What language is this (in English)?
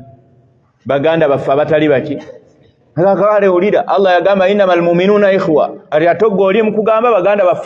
Ganda